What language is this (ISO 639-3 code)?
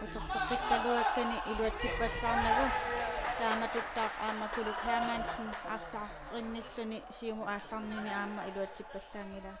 kal